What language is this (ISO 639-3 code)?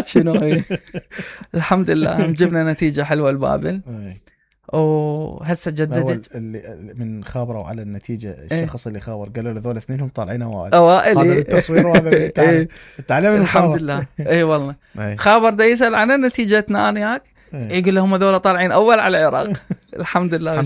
acm